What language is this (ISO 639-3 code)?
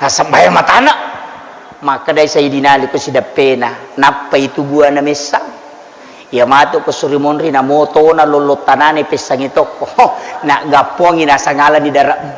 bug